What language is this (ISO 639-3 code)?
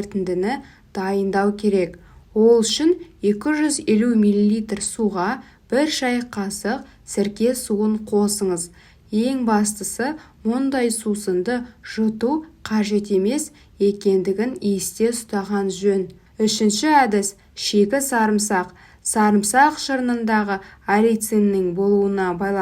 kaz